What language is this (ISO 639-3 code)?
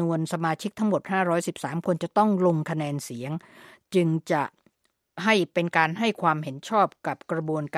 tha